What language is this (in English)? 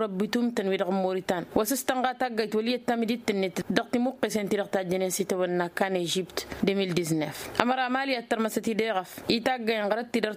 Tamasheq